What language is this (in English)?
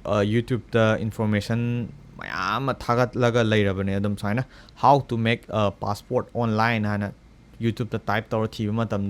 Manipuri